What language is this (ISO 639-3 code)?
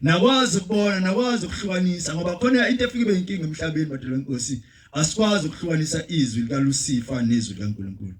zul